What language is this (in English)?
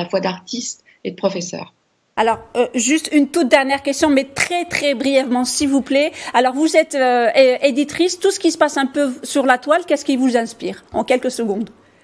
French